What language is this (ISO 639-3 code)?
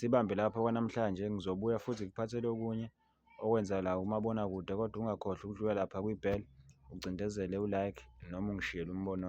zul